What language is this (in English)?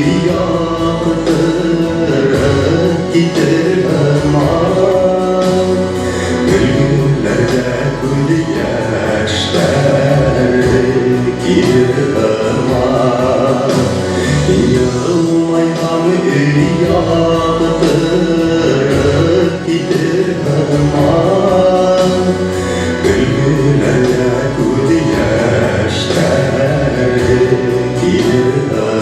Bashkir